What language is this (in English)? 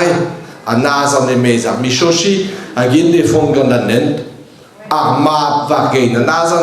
Breton